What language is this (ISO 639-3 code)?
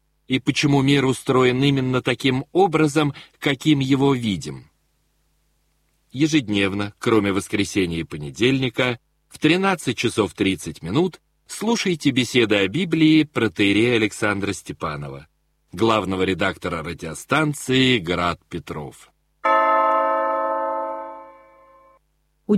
rus